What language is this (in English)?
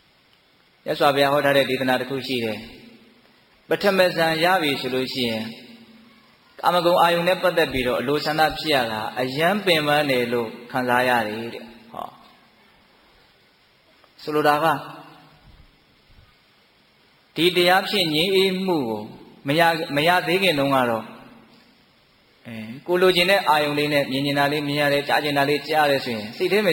Burmese